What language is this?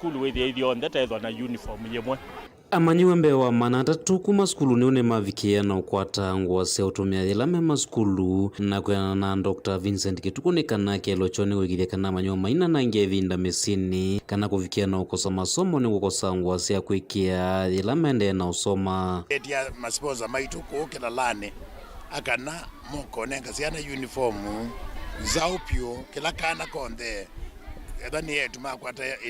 Kamba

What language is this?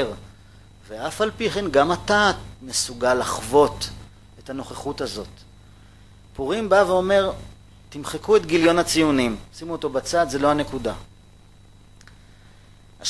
Hebrew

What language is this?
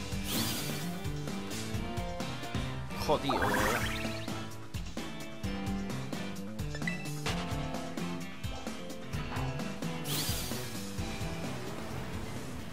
Spanish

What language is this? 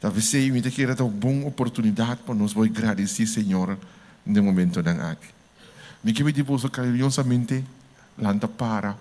Papiamento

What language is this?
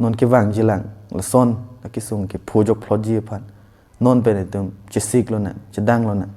Karbi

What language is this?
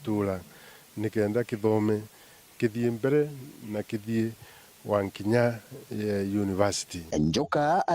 Meru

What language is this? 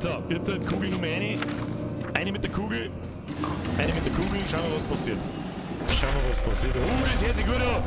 Bavarian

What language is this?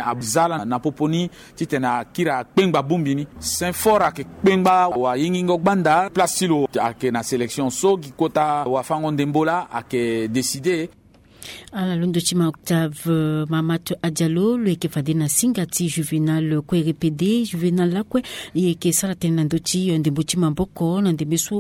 Sango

